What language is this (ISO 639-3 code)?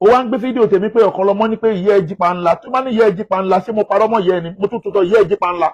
yor